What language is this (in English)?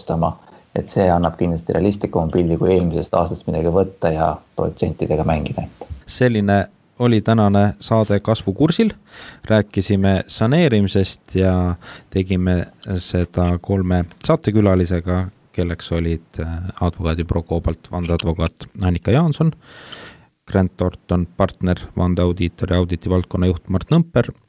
Estonian